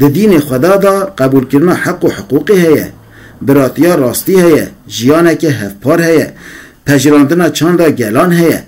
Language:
Kurdish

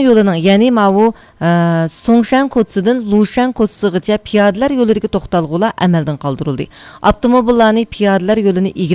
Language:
Uyghur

